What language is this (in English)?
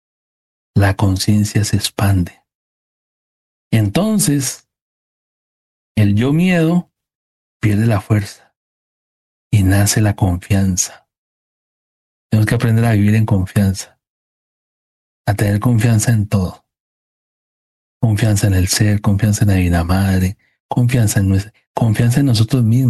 Spanish